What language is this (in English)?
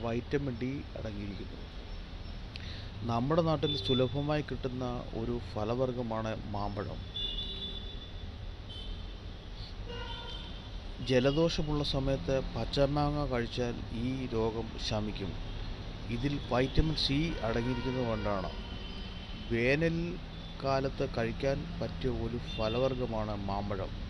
Malayalam